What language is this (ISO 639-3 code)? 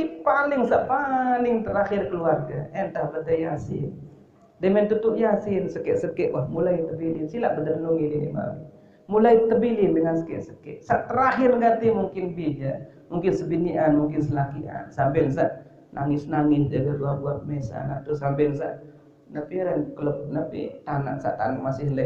sas